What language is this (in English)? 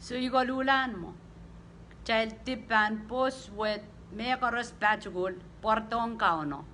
Pohnpeian